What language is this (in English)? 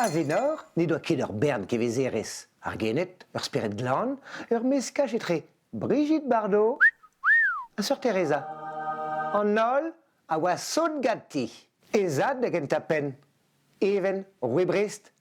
Breton